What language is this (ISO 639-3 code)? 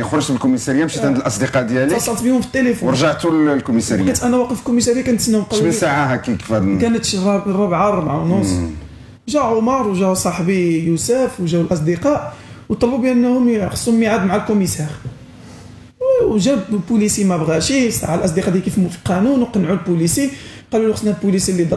ary